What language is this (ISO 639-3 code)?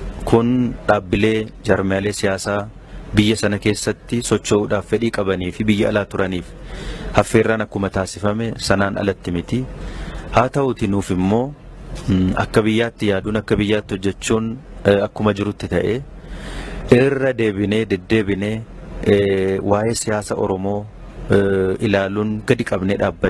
orm